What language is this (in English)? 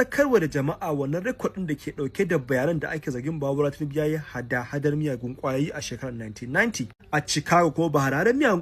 Hausa